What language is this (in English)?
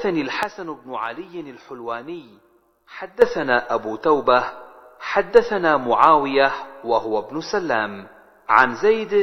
Arabic